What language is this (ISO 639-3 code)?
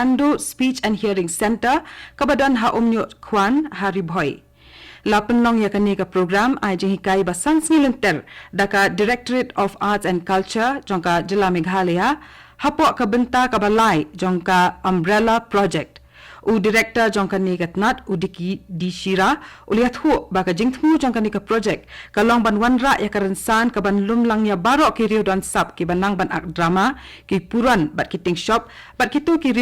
kha